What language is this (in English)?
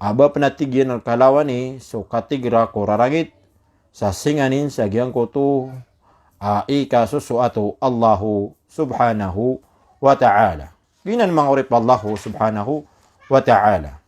Maranao